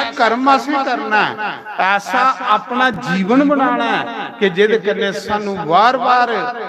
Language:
Dogri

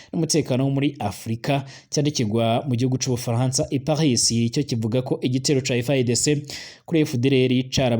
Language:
Rundi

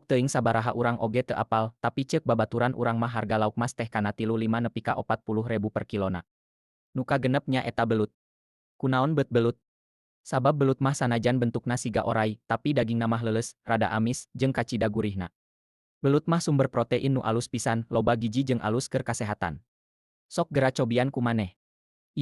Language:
Sundanese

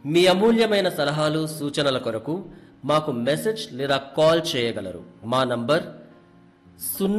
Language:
Telugu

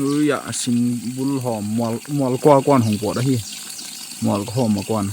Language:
Paite Chin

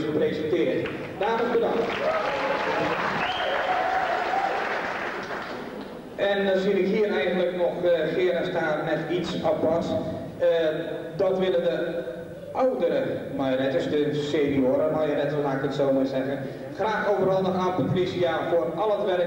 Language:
Dutch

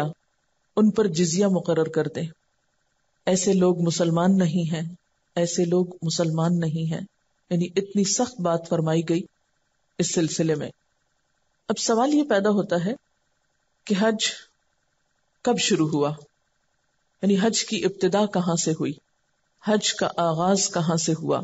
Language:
Urdu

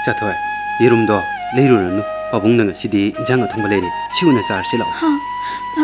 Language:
Manipuri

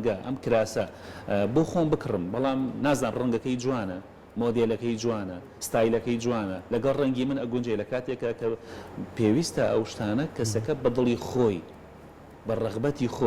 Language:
Central Kurdish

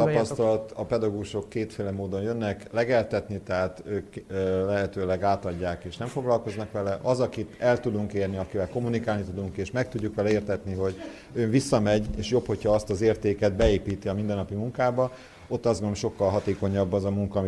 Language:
Hungarian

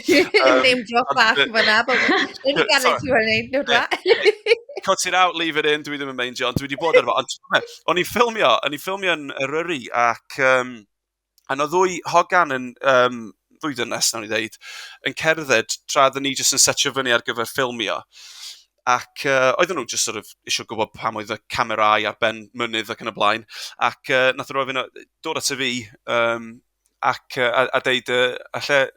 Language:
Welsh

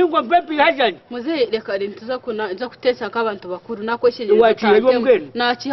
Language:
Nyankole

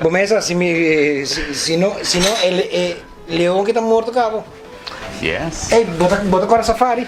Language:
Papiamento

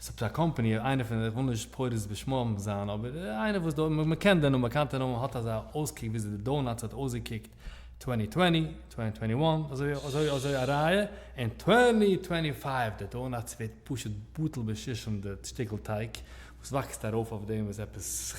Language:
Yiddish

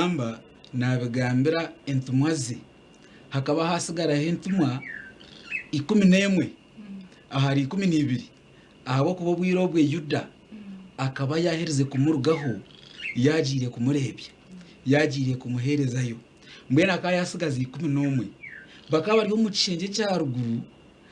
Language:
Nyankole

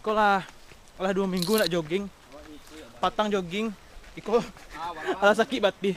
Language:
Minangkabau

